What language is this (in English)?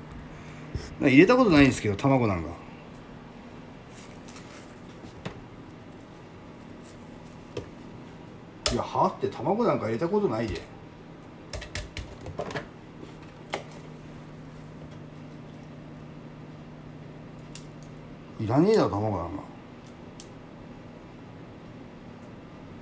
Japanese